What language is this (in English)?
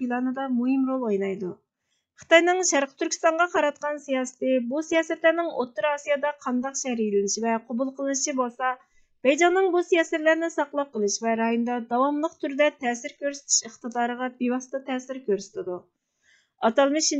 Uyghur